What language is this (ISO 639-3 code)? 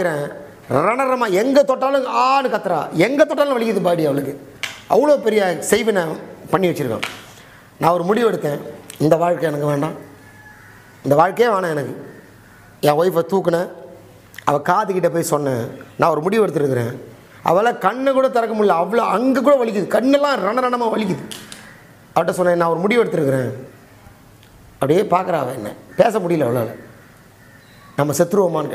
tam